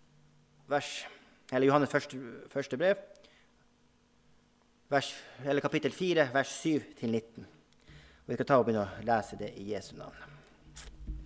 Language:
Norwegian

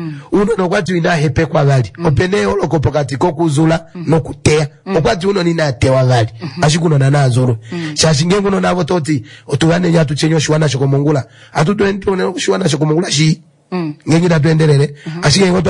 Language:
Kuanyama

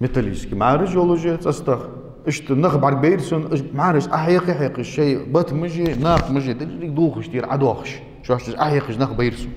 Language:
Ingush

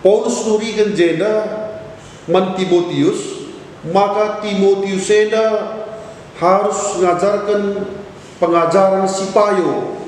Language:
Batak Karo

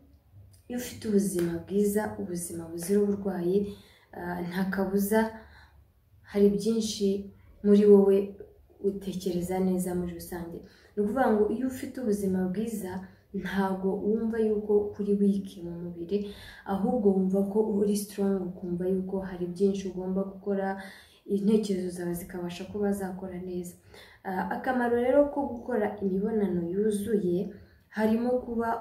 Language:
Kinyarwanda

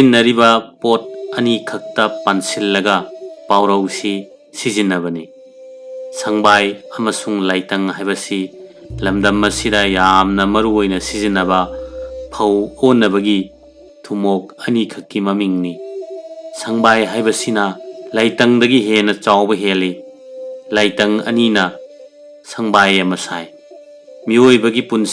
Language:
Manipuri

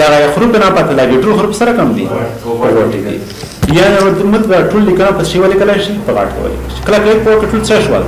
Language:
Pashto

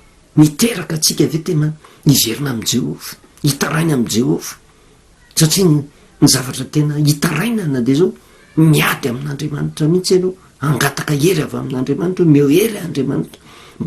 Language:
Malagasy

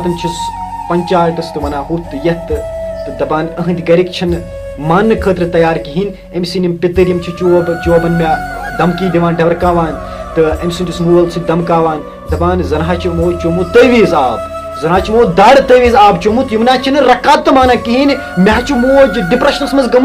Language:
Kashmiri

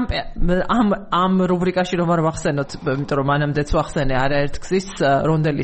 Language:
Georgian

